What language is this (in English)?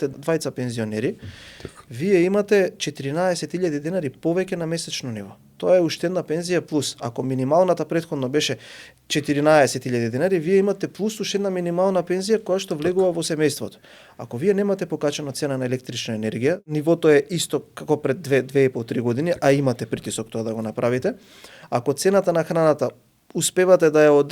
Macedonian